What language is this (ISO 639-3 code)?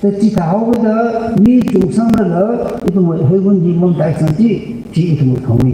nmf